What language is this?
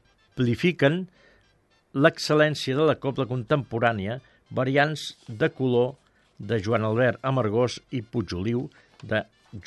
Catalan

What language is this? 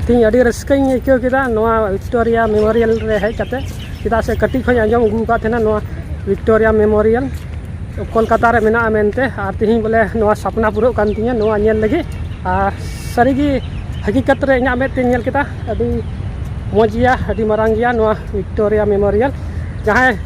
Santali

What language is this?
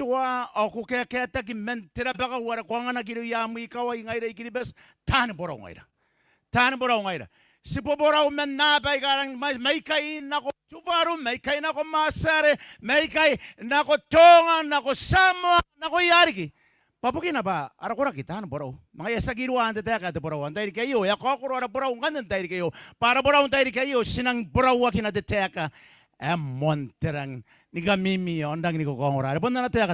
Gilbertese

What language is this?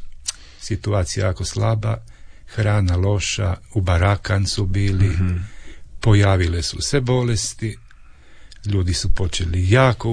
Croatian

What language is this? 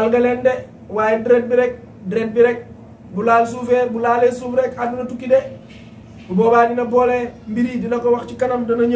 Wolof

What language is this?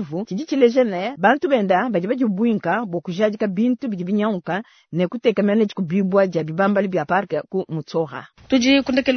Luba-Lulua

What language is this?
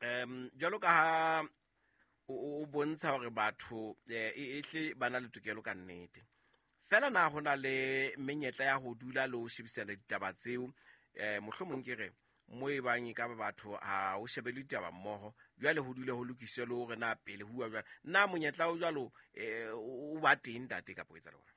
Southern Sotho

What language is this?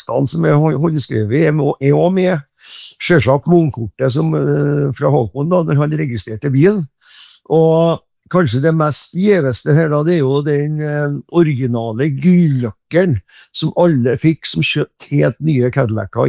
Norwegian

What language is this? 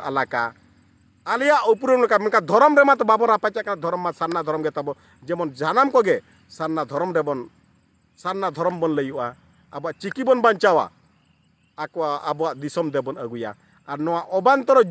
Santali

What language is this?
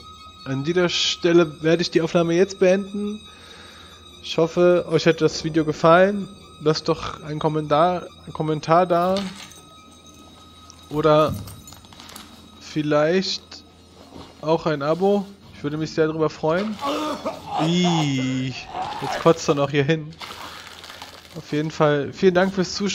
German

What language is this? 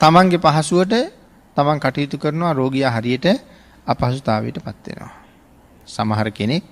Sinhala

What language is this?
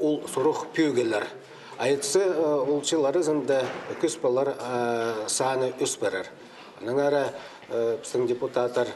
Khakas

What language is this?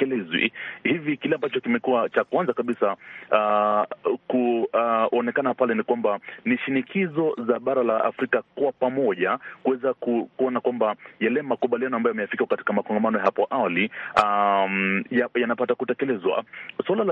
Swahili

